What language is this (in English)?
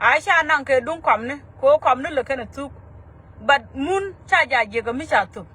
Nuer